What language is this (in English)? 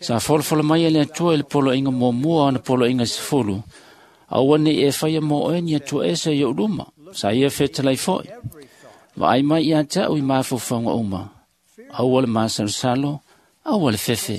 Samoan